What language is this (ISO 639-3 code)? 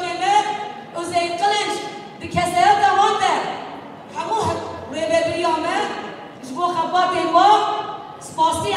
kur